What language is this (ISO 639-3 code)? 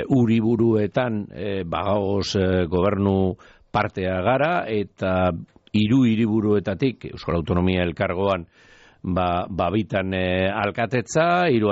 eus